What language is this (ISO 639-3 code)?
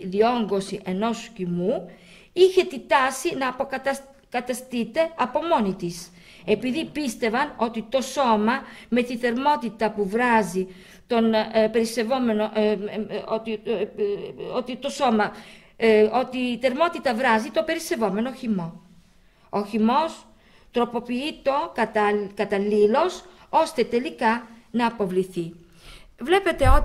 ell